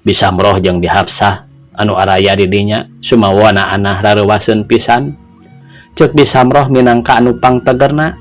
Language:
Sundanese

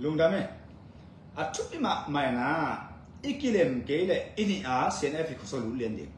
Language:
Tedim Chin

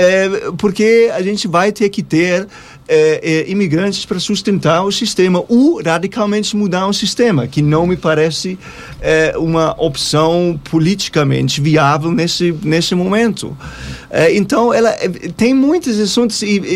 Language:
Portuguese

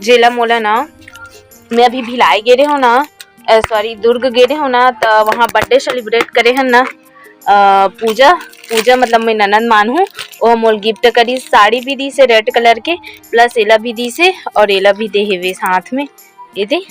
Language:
Chhattisgarhi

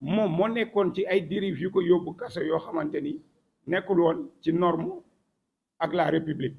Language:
Wolof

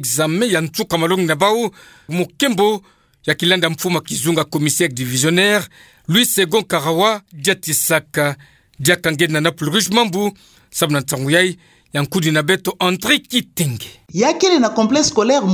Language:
Kituba (Democratic Republic of Congo)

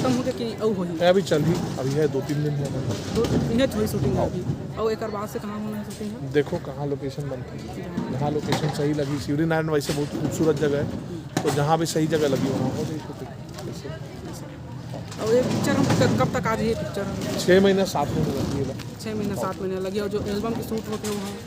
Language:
Chhattisgarhi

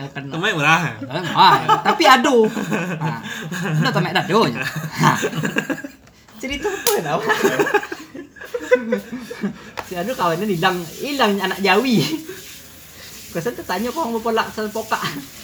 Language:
Indonesian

